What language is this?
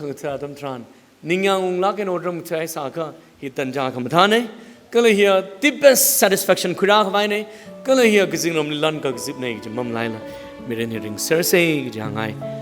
Tangkhul Naga (India)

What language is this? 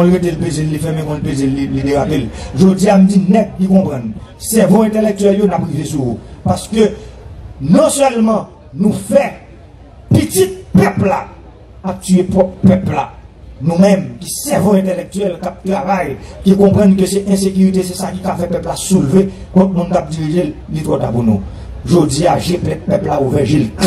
Haitian Creole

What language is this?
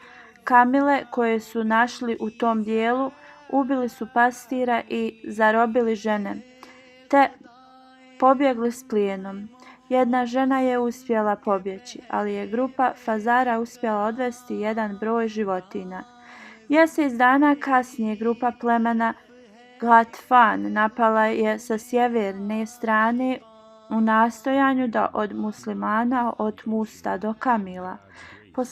Bosnian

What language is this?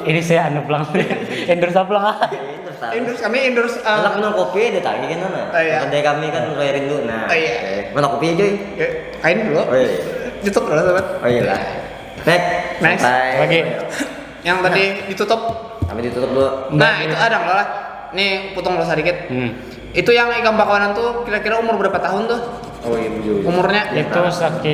Banjar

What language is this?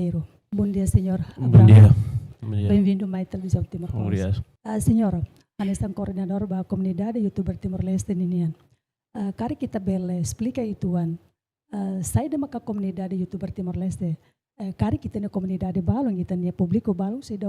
Tetum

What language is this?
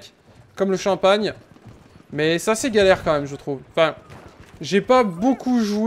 French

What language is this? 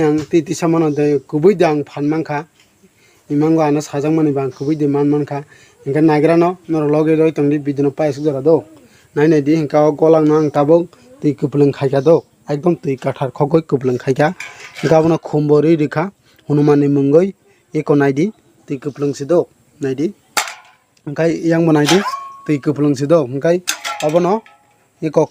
Kok Borok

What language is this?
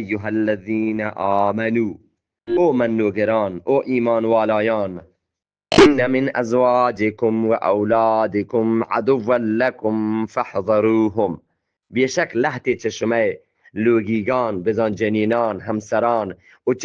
Eastern Balochi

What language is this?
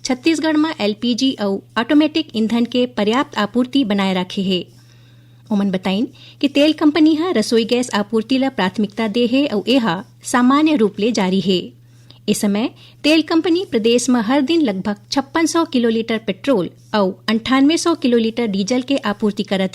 Chhattisgarhi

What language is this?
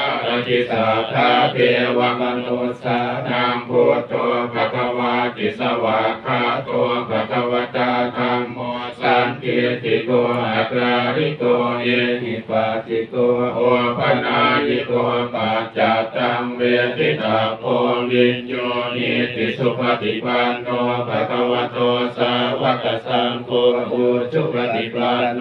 Pali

